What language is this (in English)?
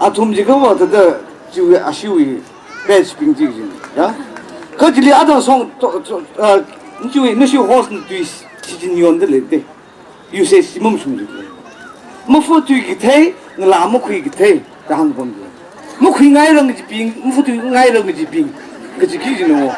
Tangkhul Naga (India)